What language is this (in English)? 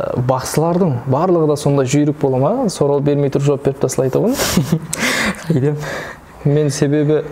Kara-Kalpak